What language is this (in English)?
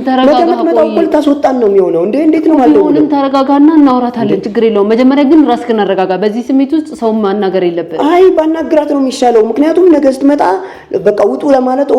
Amharic